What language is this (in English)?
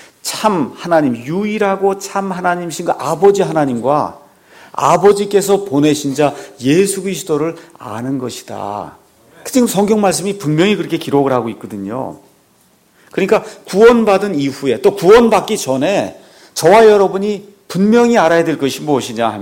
Korean